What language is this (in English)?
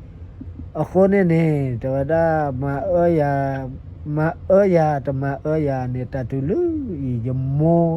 S'gaw Karen